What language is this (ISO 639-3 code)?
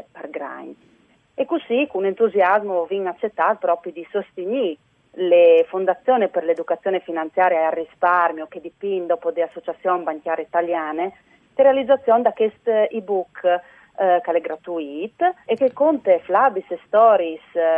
fur